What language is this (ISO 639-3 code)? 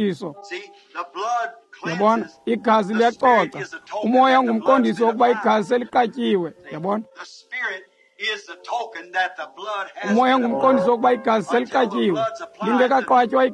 xho